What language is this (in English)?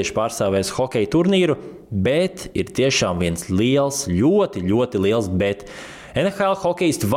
Latvian